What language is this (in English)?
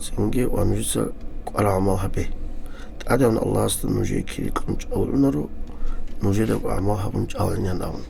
Avaric